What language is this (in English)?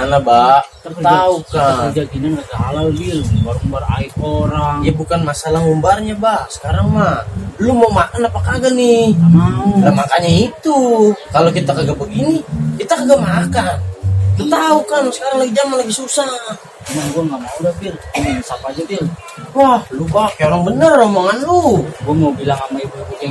Betawi